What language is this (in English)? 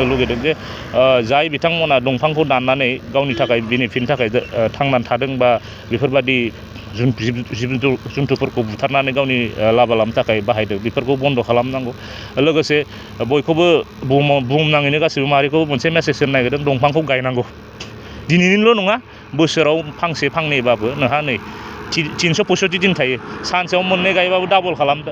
Bodo